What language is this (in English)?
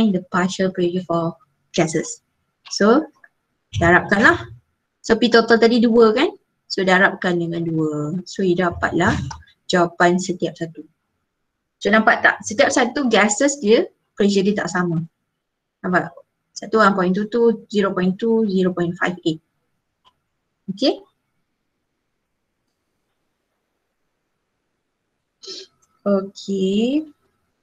Malay